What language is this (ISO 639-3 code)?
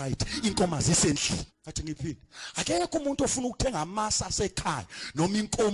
zul